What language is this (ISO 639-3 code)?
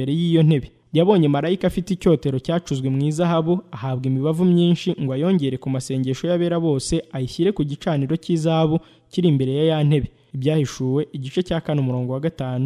kin